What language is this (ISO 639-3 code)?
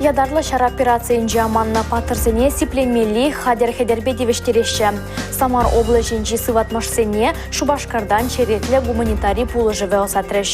chv